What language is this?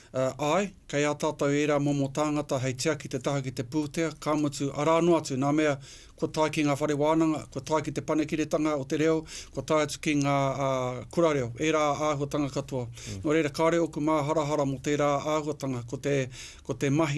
Māori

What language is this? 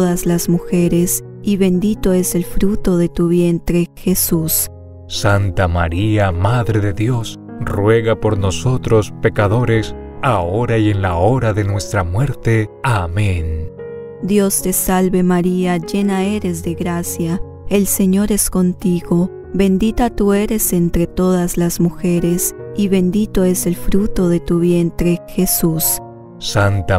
Spanish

